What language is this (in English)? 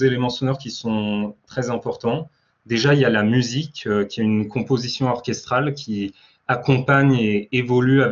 French